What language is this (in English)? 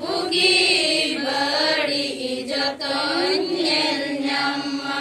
Santali